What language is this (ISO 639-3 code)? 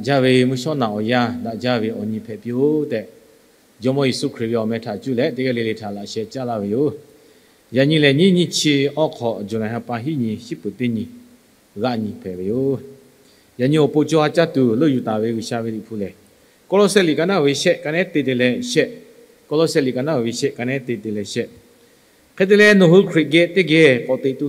lhu